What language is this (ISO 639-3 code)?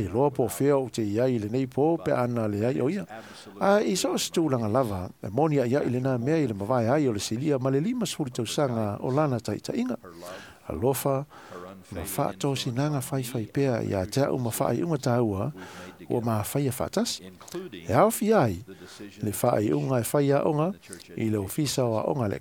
smo